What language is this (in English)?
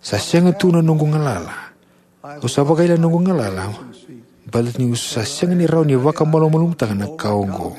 Fijian